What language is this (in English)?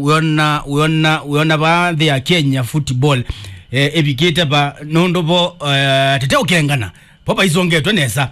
Kamba